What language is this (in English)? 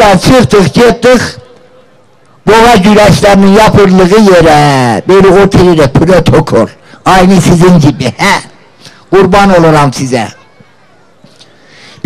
Turkish